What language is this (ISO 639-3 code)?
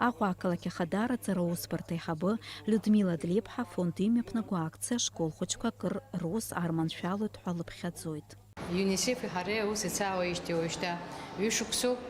abk